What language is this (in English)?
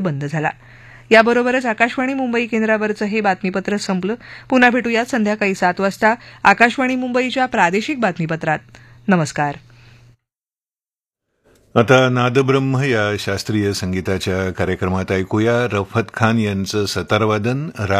Marathi